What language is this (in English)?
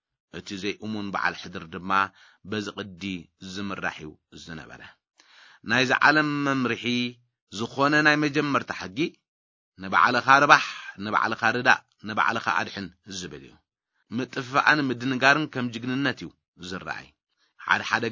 Tigrinya